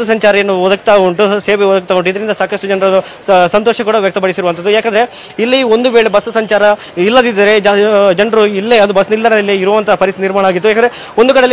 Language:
Kannada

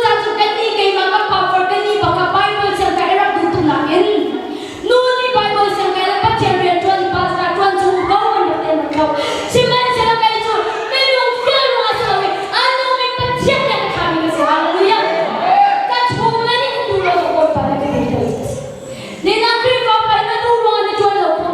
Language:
Hakha Chin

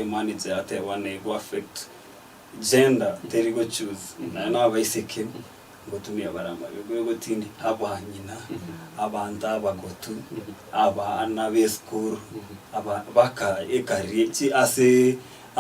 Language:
Gusii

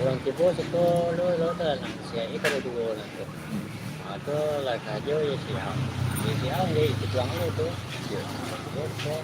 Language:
Minangkabau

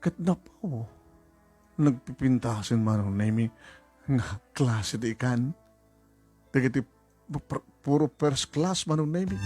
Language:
Iloko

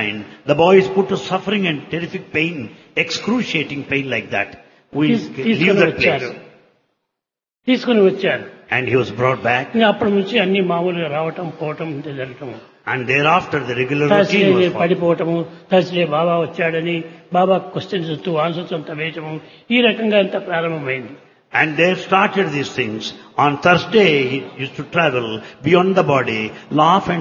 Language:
Telugu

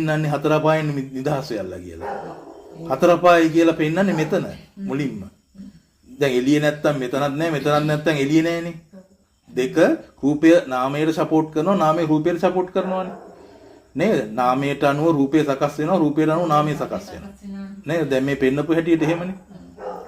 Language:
Sinhala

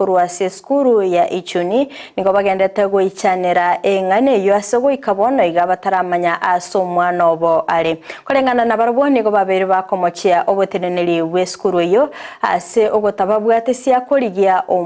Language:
Gusii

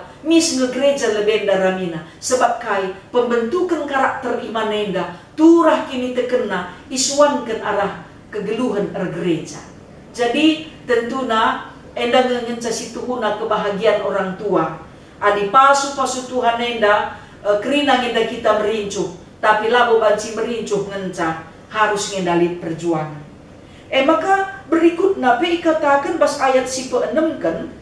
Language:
Batak Karo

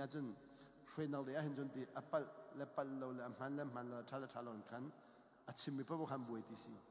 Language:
Hakha Chin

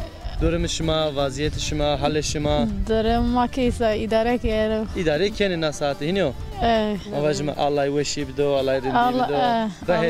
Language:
Zaza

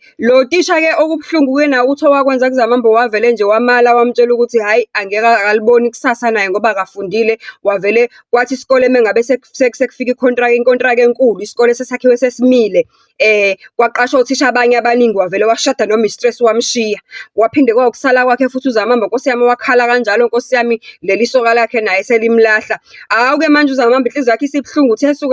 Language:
Zulu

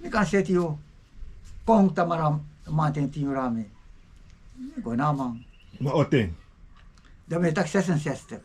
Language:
Sranan Tongo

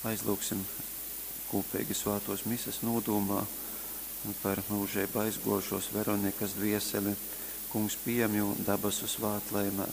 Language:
Latgalian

